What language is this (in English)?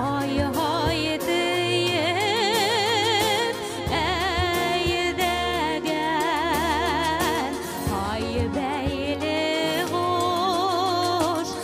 Bashkir